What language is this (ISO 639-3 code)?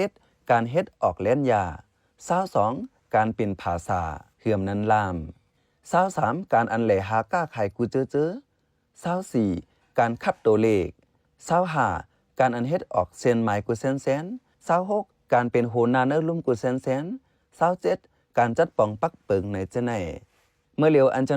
shn